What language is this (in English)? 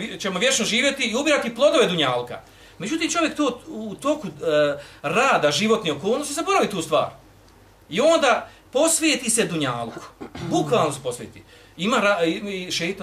Bosnian